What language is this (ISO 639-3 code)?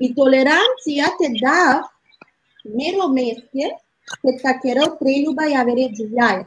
rmn